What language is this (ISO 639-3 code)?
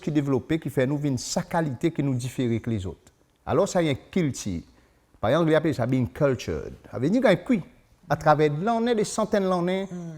crs